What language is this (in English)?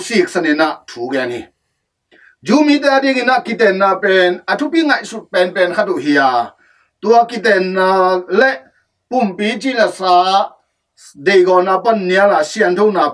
Tedim Chin